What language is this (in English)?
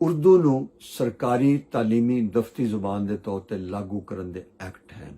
Western Panjabi